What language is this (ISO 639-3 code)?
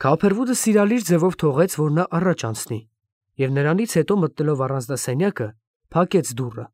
hye